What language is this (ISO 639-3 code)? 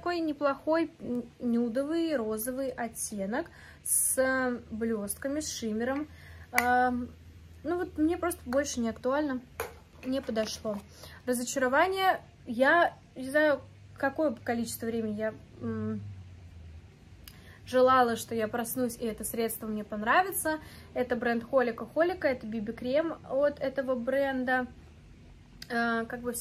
rus